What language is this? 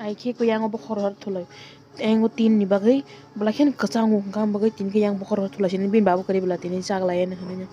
Kok Borok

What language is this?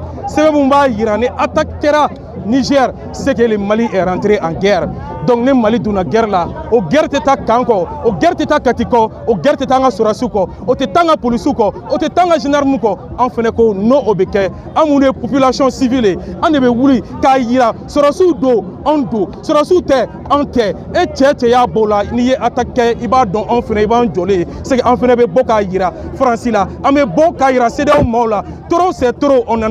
Bambara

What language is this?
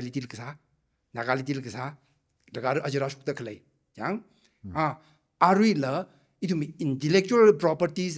Tangkhul Naga (India)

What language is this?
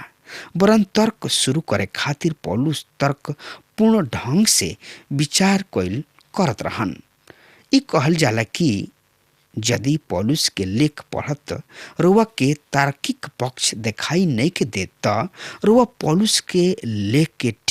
Bhojpuri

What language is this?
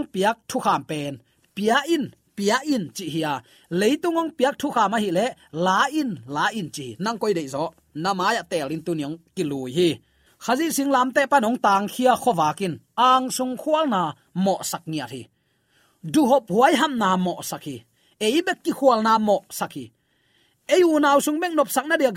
Tedim Chin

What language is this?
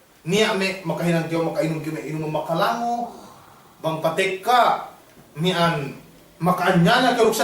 Yakan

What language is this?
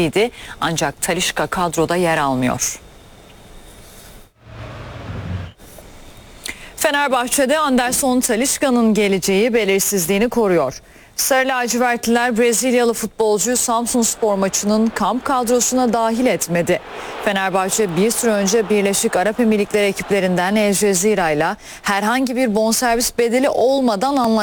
Turkish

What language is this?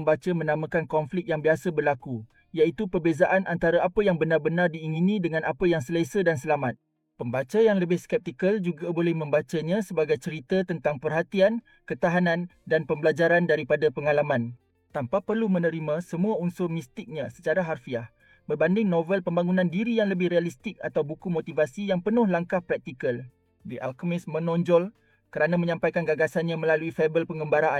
Malay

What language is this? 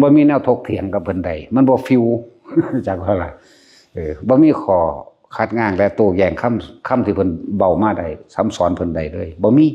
Northeastern Thai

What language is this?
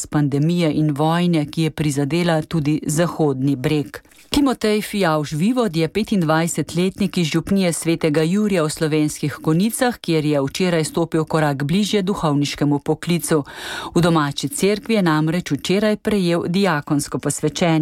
Slovenian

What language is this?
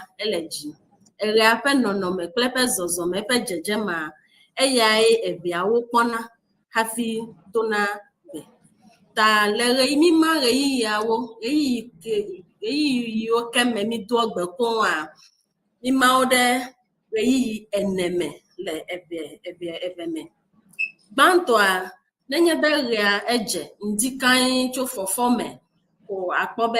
Ewe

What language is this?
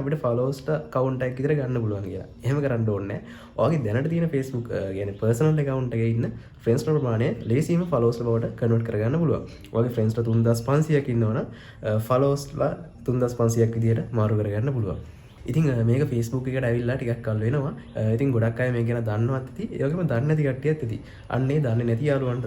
Sinhala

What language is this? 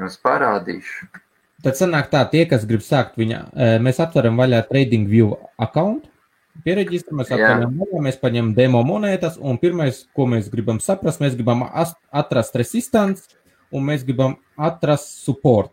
Latvian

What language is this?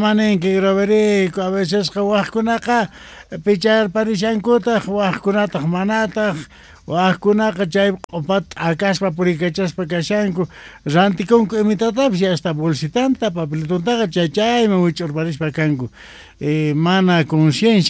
South Bolivian Quechua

